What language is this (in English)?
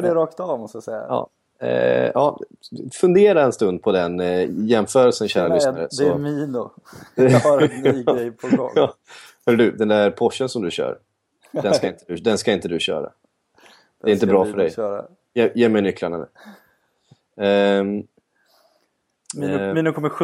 Swedish